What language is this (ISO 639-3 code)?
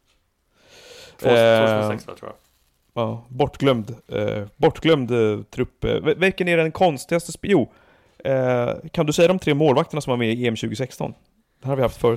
swe